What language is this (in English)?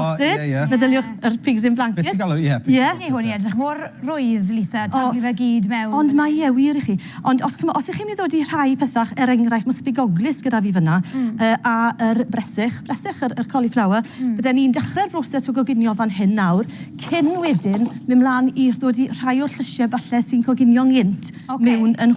Welsh